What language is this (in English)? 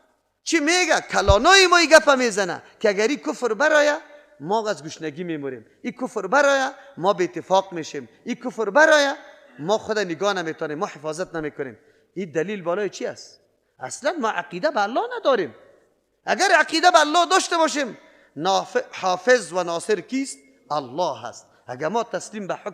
Persian